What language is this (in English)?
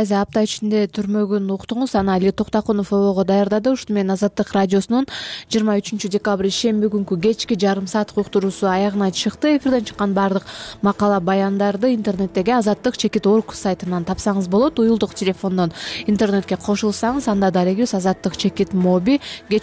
Kyrgyz